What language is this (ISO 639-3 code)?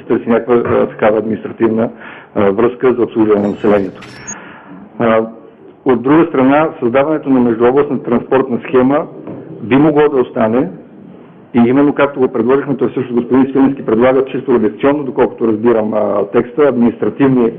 bul